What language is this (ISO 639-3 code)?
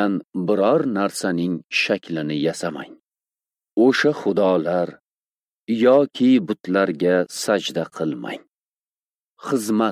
uzb